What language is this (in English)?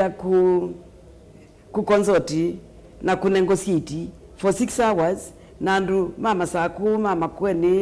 Kamba